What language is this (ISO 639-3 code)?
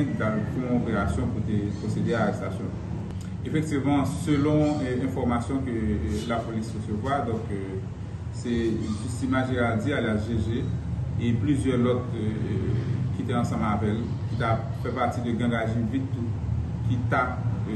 hat